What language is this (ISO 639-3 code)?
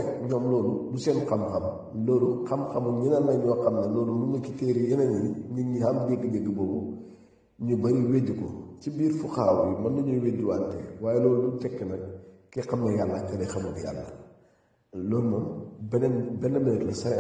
wol